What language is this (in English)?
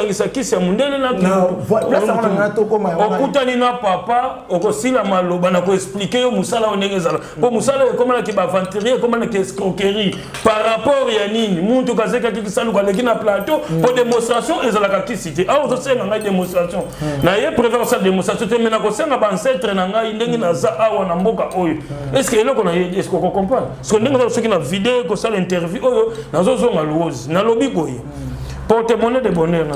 Lingala